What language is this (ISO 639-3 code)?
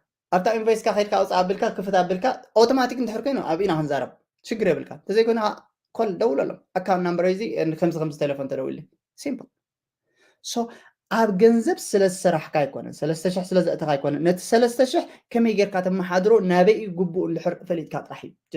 tir